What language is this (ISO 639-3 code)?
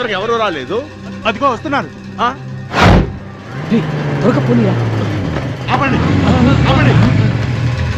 tel